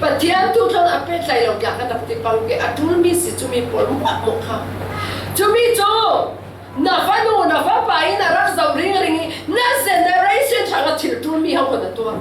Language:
Falam Chin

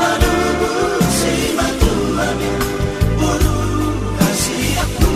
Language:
Batak Toba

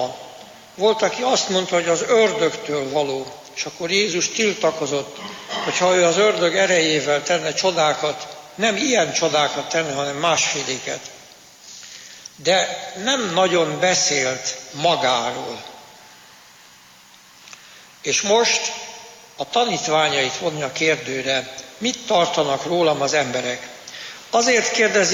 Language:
Hungarian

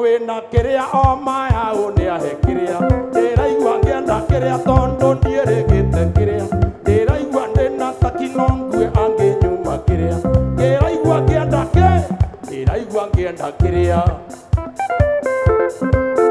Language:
Kikuyu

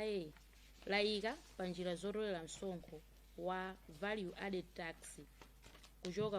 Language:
Nyanja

